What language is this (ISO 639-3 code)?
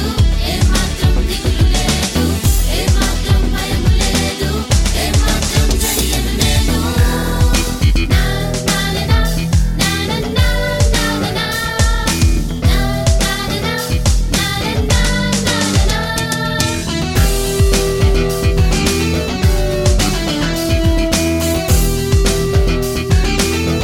tel